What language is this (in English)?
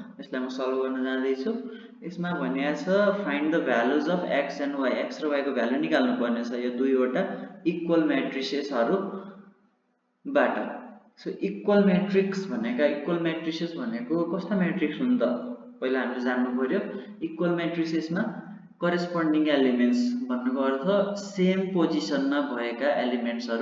Nepali